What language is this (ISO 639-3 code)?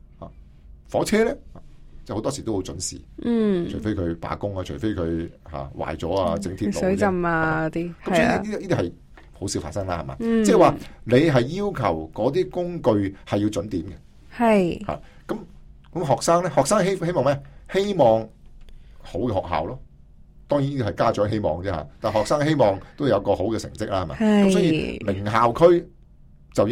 yue